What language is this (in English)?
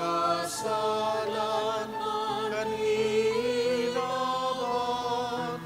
Bikol